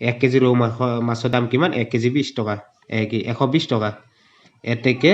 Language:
Assamese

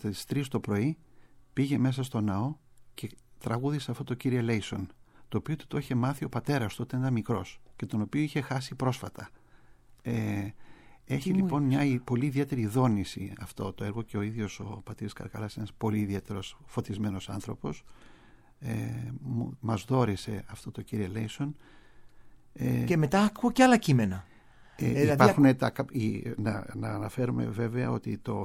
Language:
Greek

